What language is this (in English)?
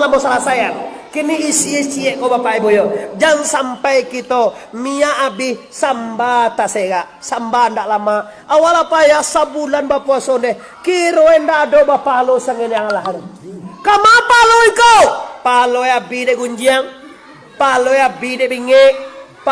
Minangkabau